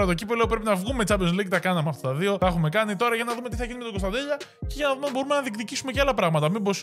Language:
Greek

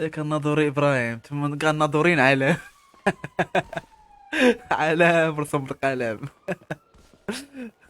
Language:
Moroccan Arabic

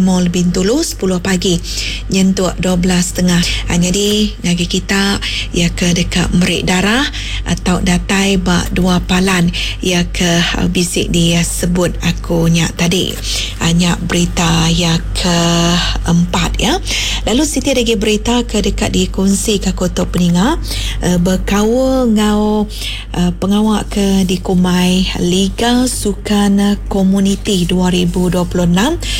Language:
Iban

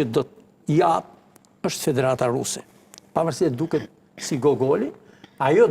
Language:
Albanian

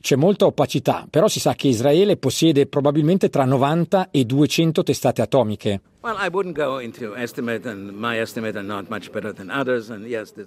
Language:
Italian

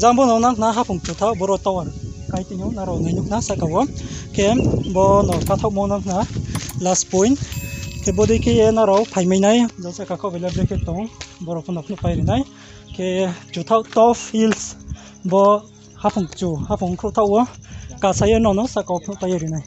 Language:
Riang (India)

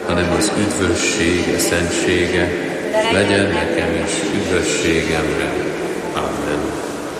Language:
Hungarian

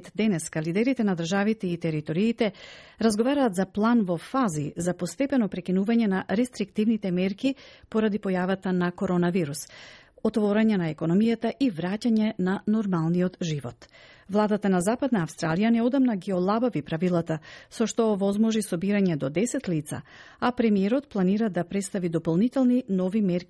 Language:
Macedonian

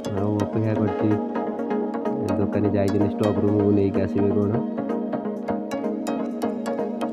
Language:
Odia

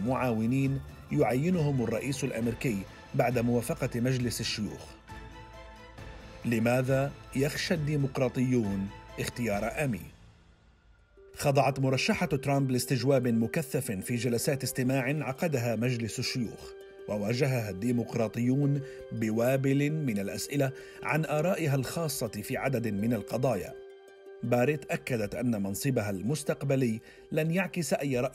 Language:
Arabic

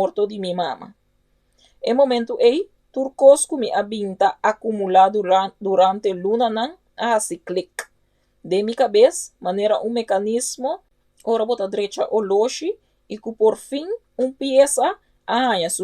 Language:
Papiamento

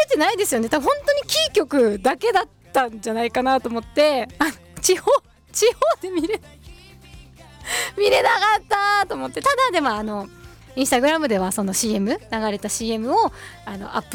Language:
Japanese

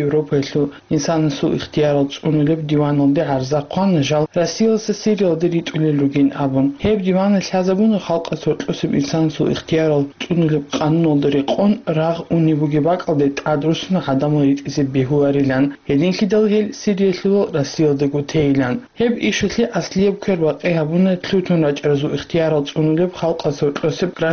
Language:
Avaric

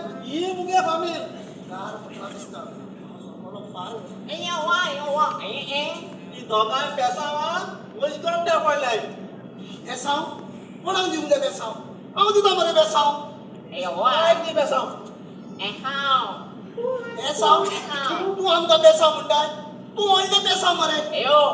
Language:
Konkani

